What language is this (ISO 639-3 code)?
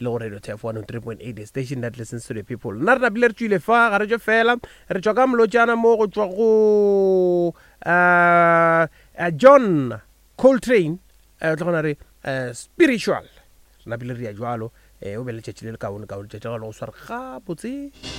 nso